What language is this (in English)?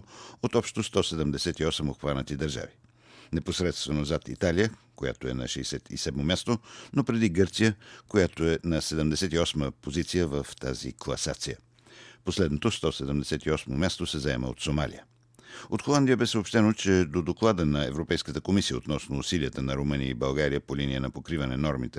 Bulgarian